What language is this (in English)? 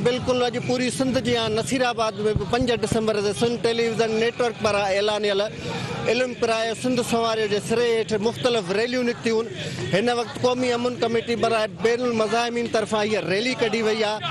Sindhi